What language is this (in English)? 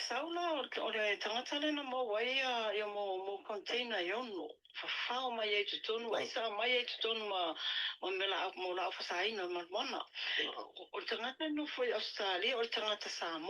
Samoan